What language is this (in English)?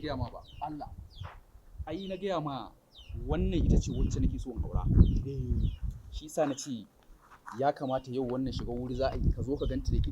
Hausa